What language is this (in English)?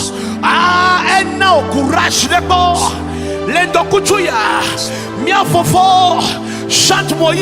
Ewe